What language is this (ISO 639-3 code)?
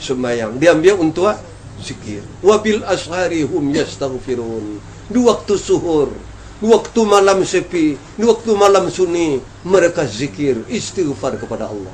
min